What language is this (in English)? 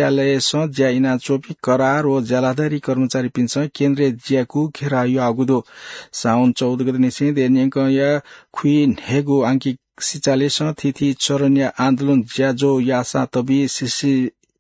Newari